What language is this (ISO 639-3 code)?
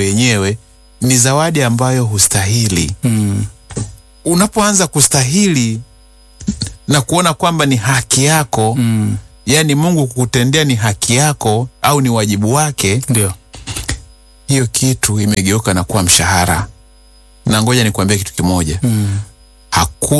swa